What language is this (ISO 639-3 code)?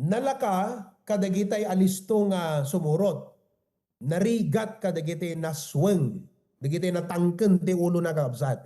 ilo